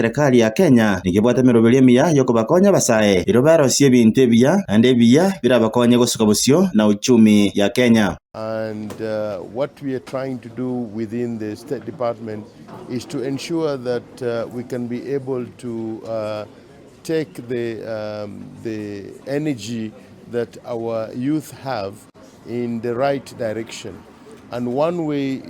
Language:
Gusii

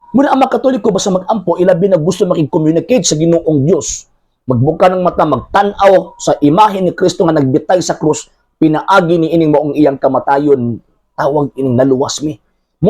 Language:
Cebuano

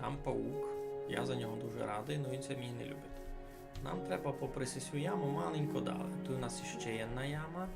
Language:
Rusyn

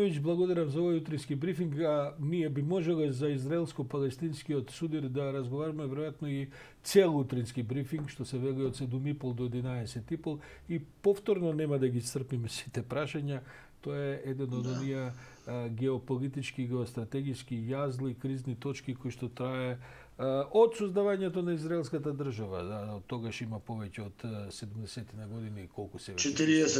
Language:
Macedonian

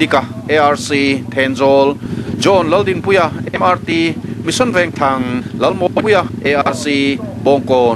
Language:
Mizo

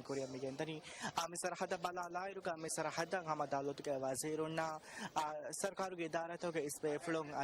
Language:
Divehi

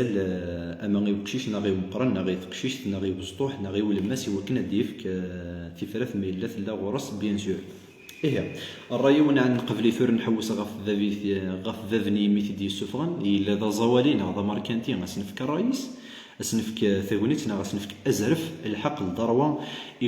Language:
Kabyle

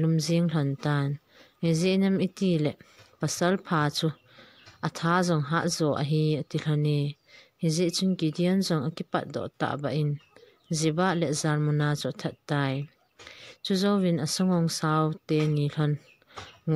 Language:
Thado Chin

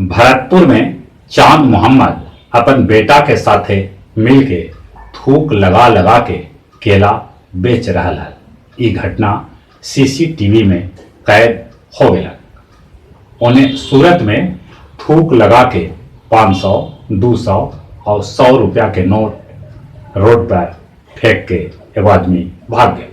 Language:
Magahi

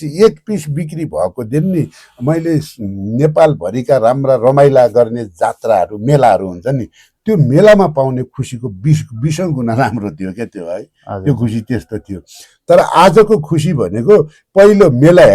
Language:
Nepali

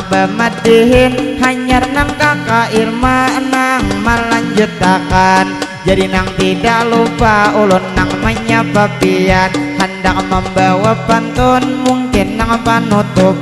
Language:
Banjar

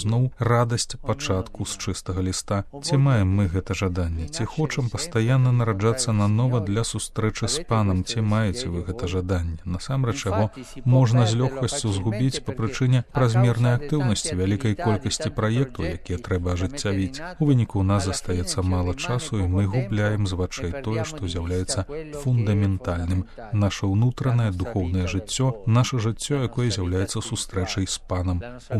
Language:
Belarusian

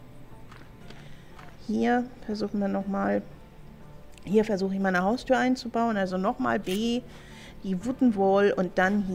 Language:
German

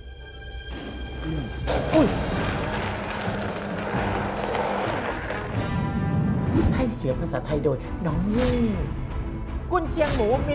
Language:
Thai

